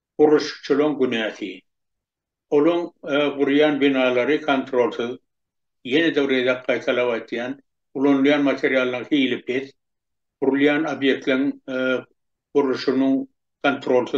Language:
Turkmen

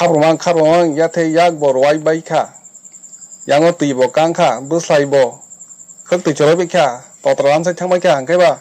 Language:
Kok Borok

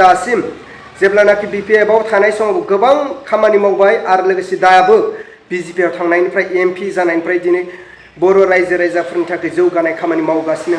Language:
Bodo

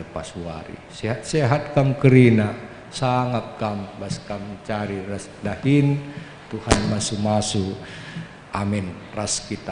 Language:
Batak Karo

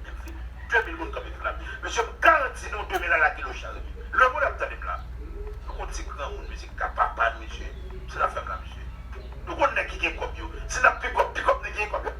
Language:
Haitian Creole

